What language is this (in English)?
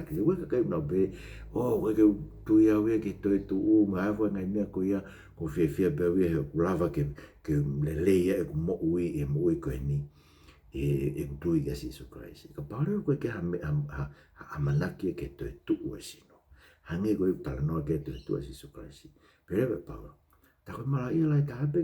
Tongan